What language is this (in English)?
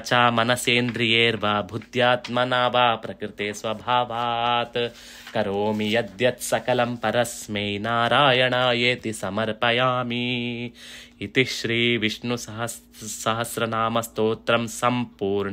Sanskrit